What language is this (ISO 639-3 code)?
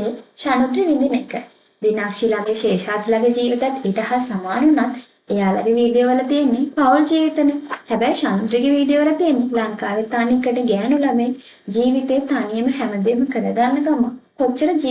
sin